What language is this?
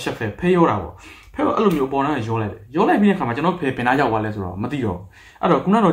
Burmese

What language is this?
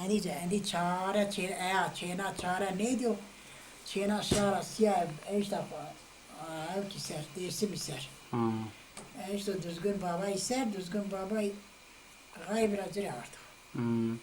Zaza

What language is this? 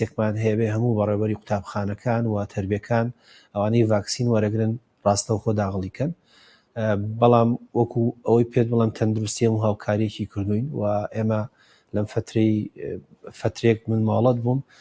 Central Kurdish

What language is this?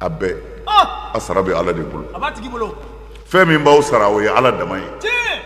Bambara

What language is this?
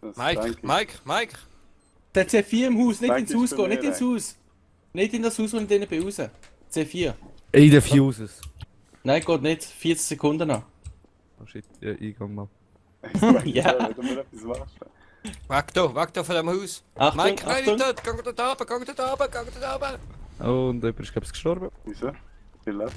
Swiss German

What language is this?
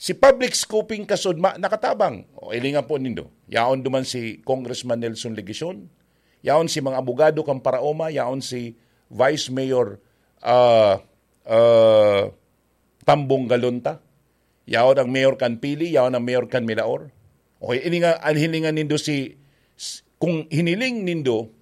Bikol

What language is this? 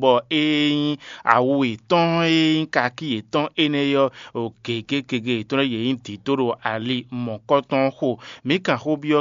Fon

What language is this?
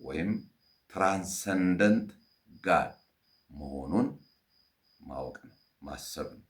Amharic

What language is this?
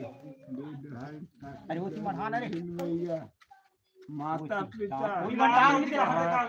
Chhattisgarhi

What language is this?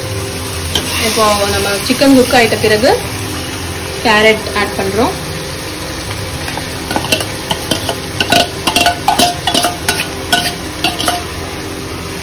Tamil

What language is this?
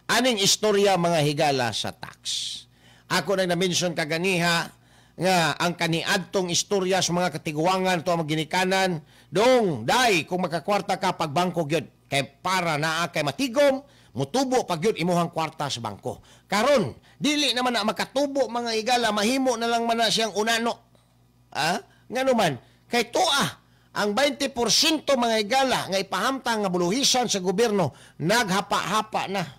Cebuano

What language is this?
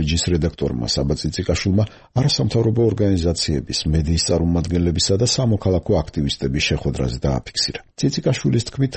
Georgian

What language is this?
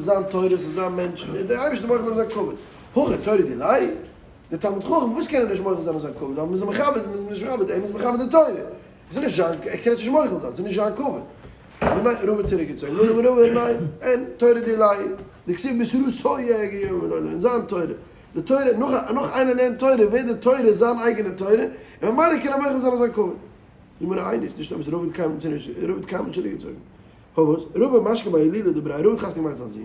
Yiddish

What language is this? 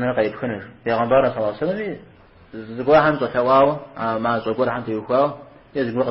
Kabardian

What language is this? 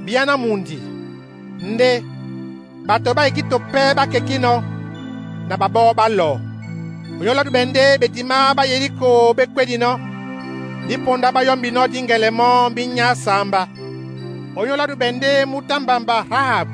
Duala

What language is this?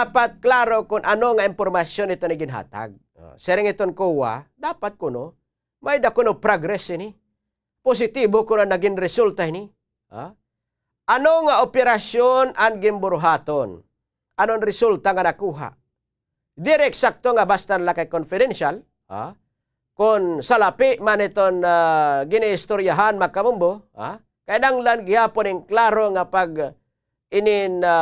Waray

